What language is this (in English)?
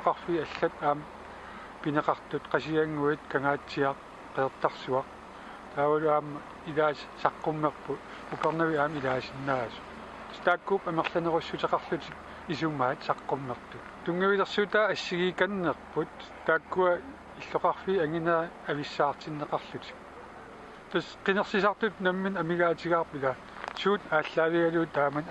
Kalaallisut